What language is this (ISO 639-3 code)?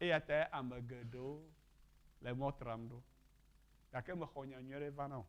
ewe